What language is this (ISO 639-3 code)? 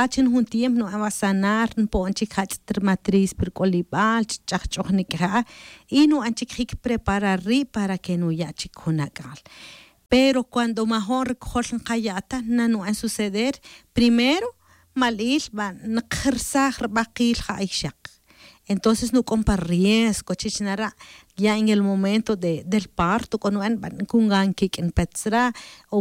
tzj